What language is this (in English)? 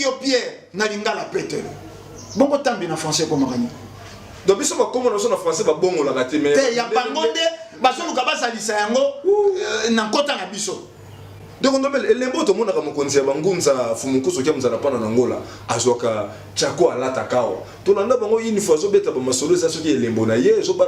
Lingala